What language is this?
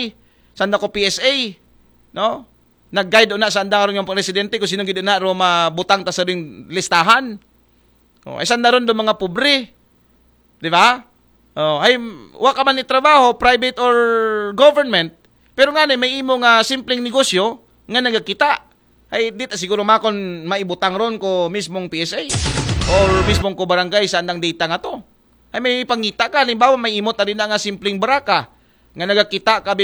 Aklanon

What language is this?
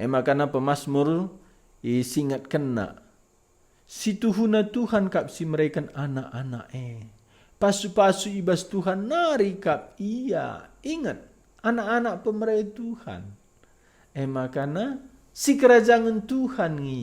Batak Karo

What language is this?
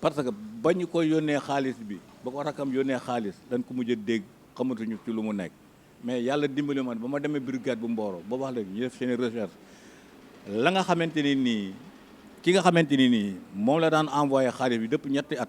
Wolof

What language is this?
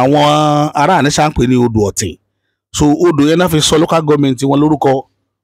Yoruba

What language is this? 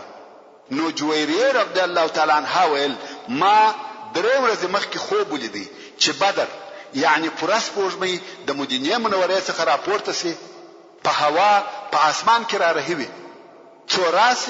Pashto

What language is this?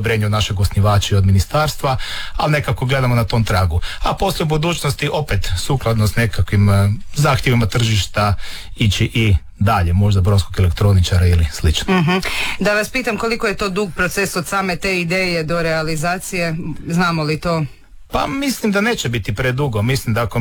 Croatian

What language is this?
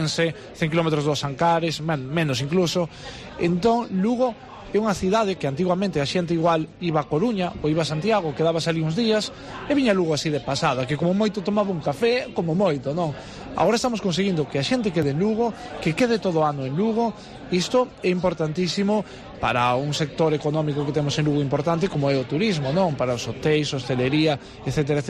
Galician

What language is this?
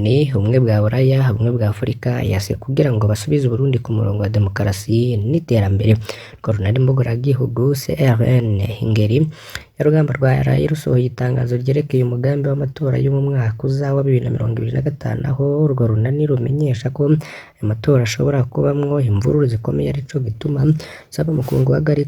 Rundi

